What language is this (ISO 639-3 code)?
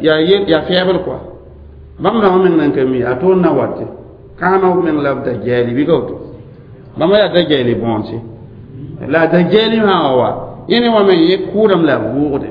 mos